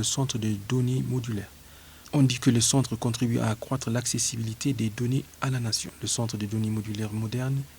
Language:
French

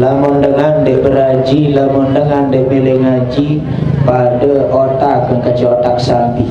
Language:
Sasak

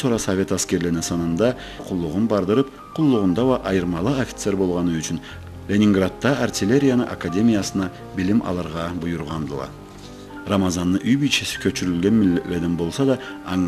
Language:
Karachay-Balkar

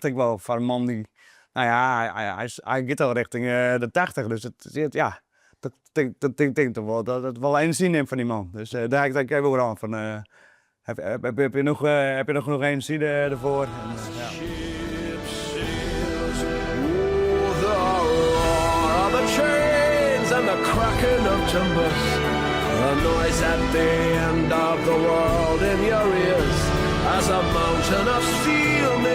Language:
Western Frisian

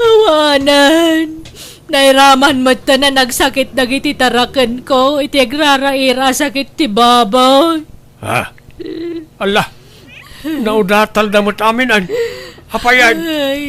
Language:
Iloko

